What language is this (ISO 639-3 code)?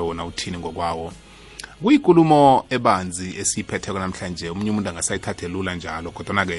nbl